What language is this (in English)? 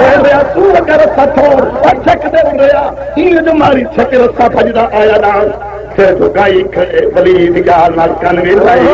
Saraiki